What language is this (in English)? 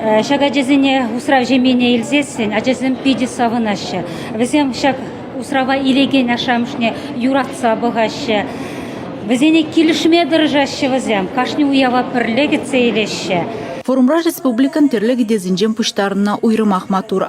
Chuvash